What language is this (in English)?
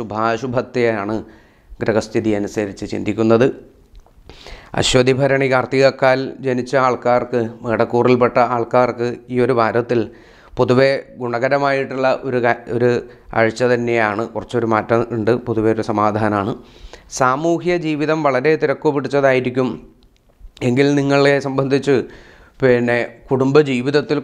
Malayalam